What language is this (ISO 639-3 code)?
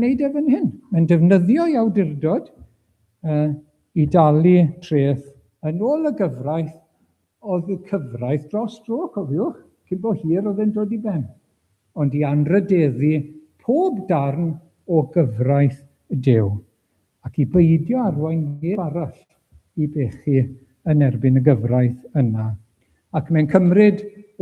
cym